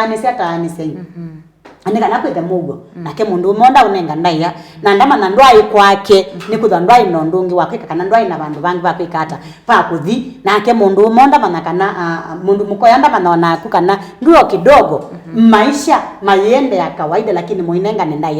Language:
Kamba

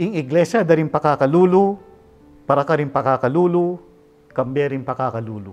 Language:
Pampanga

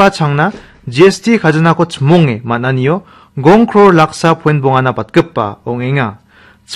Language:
Garo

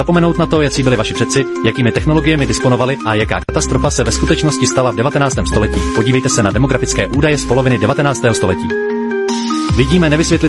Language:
Czech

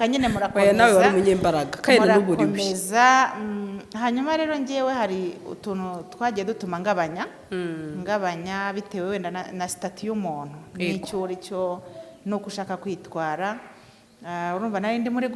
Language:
Kinyarwanda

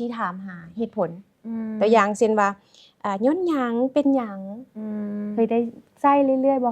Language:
Lao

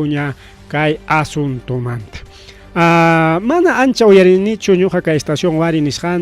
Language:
Ayacucho Quechua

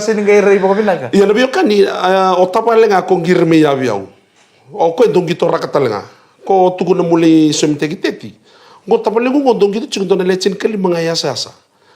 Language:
Fijian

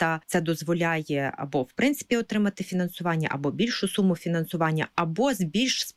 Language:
Ukrainian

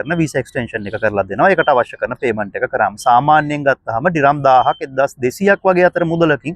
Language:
Sinhala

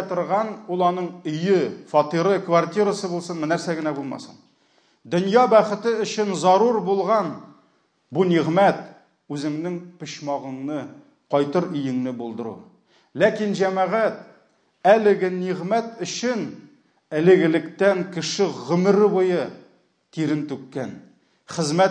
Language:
Tatar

